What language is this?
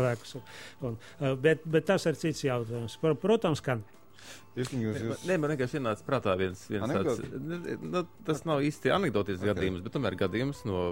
Latvian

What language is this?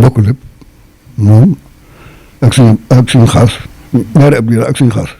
Wolof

